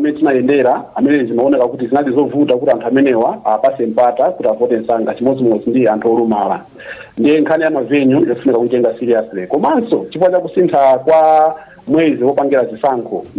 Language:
Nyanja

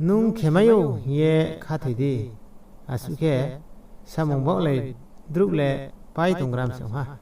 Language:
Riang (India)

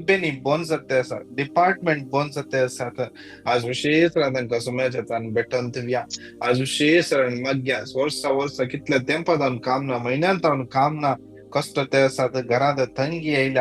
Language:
Konkani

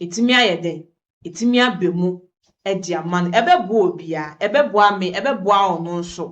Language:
Akan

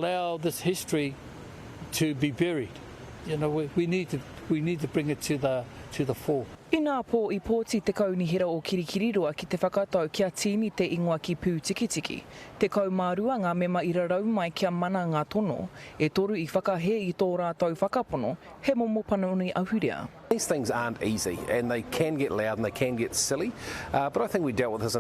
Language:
Māori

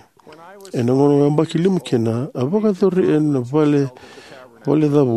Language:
Fijian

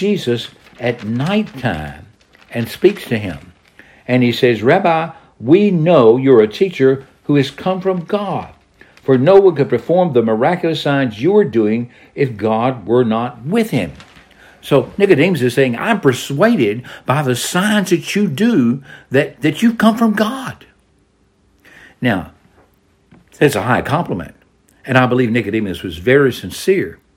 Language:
English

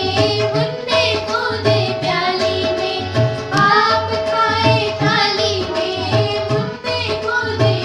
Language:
Hindi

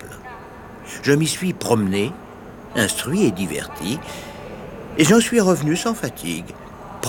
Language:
French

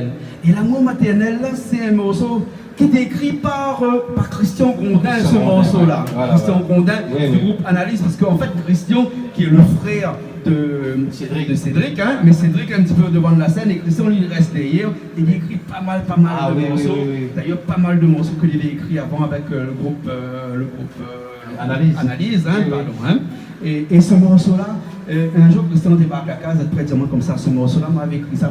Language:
Réunion Creole French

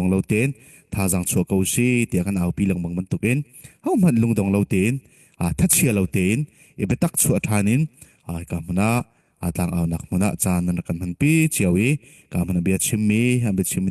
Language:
Falam Chin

